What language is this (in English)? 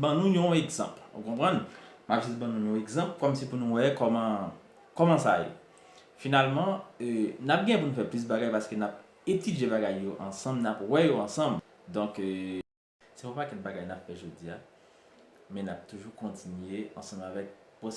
Haitian Creole